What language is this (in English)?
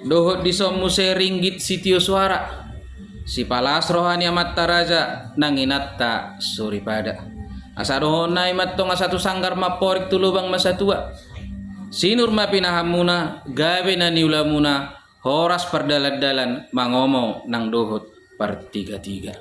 Batak Toba